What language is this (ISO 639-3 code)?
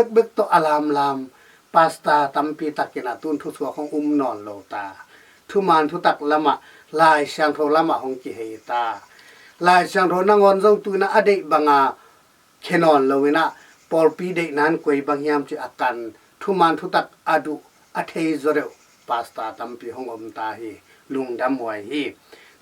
ctd